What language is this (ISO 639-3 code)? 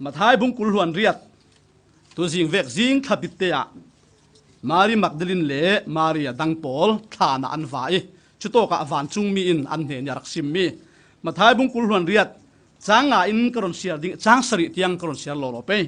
cfm